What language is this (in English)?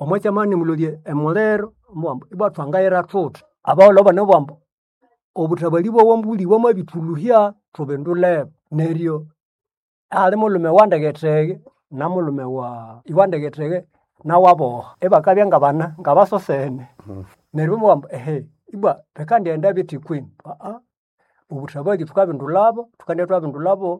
Nande